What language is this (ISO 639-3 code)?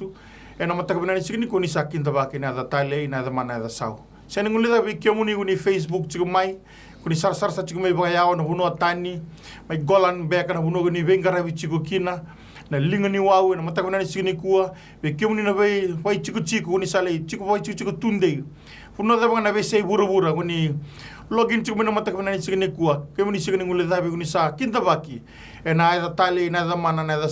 fij